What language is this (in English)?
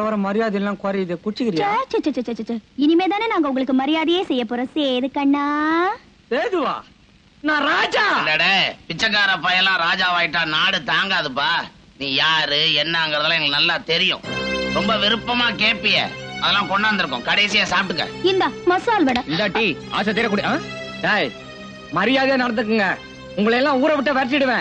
Tamil